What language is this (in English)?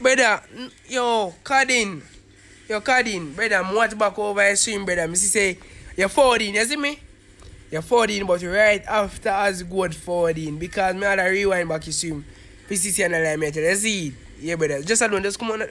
Jamaican Creole English